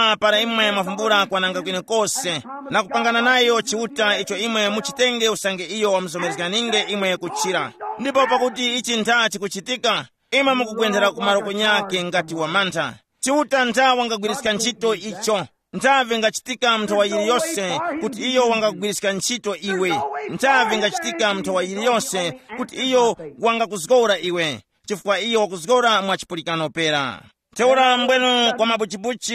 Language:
Tumbuka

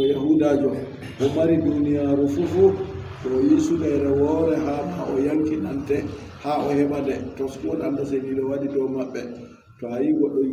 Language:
Adamawa Fulfulde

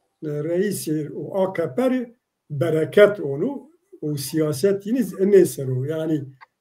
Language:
Zaza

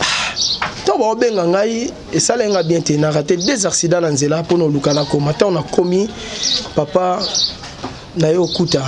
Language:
Lingala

